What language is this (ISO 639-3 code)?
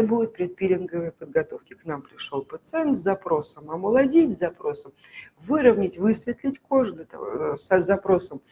rus